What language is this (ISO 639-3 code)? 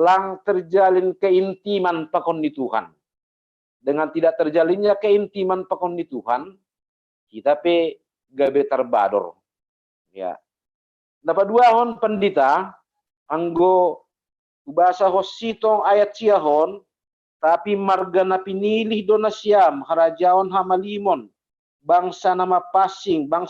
bts